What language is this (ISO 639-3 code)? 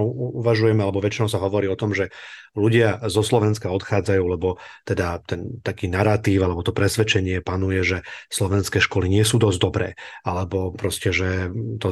slk